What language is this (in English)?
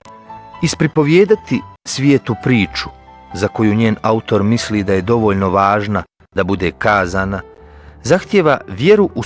Bosnian